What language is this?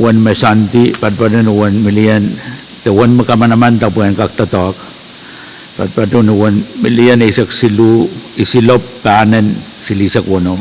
Pohnpeian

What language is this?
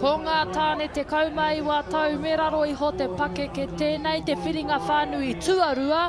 Māori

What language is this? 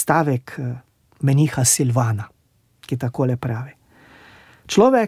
Slovenian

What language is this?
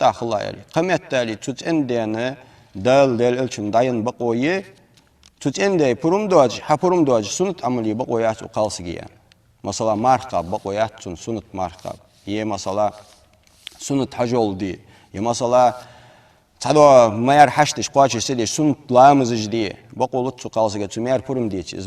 Ingush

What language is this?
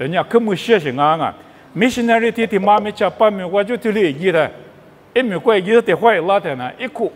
Lisu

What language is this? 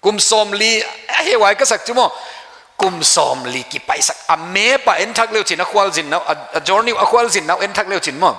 Paite Chin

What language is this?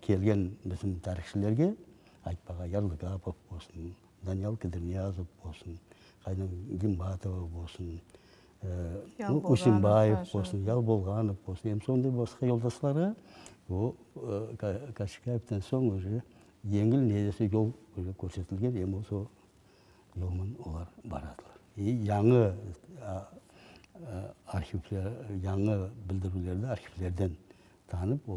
Nogai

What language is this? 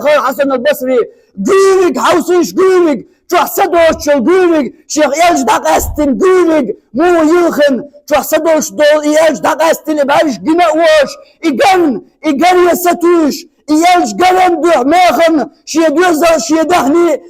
Chechen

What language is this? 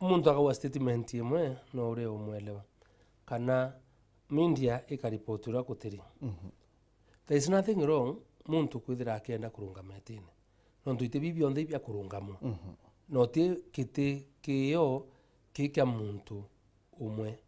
Meru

